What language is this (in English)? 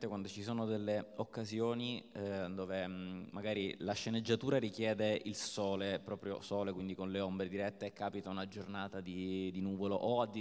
Italian